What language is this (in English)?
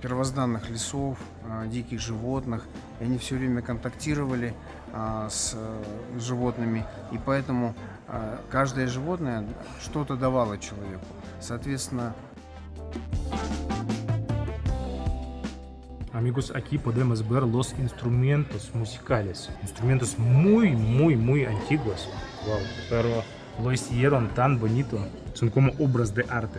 Russian